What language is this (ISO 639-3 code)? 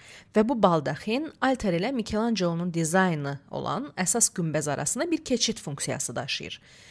aze